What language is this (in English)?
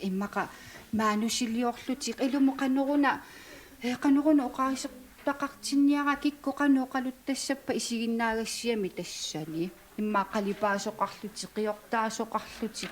Kalaallisut